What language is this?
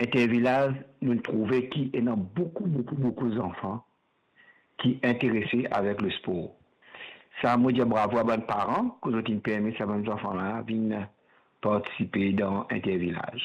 Morisyen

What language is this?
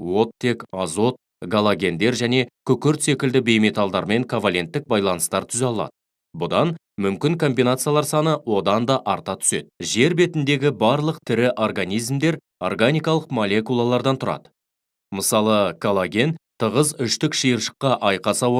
Kazakh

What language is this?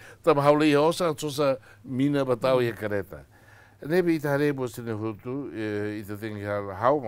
Tetum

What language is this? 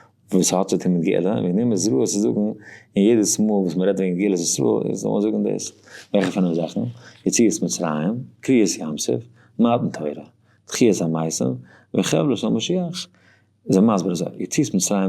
Yiddish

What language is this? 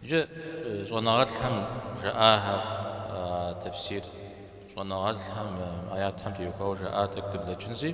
Kabardian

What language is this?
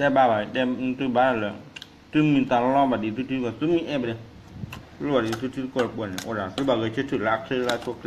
S'gaw Karen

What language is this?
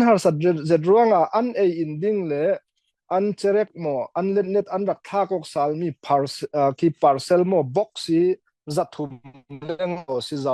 Falam Chin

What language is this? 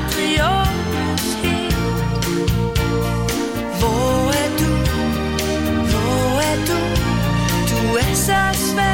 Danish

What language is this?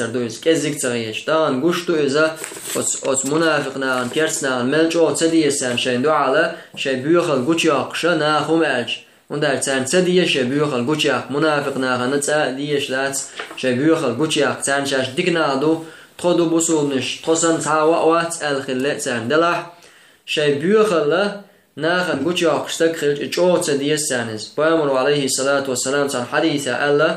Chechen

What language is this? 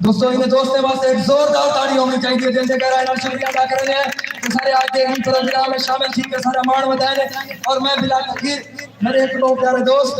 Saraiki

